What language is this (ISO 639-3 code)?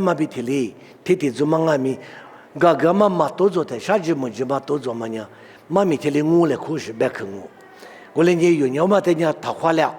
lis